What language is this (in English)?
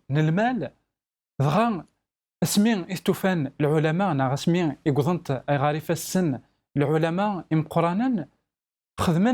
Kabyle